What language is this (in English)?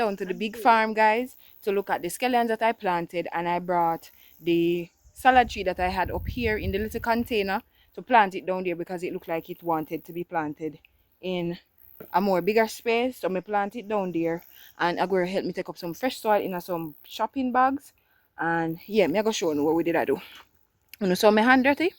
Jamaican Creole English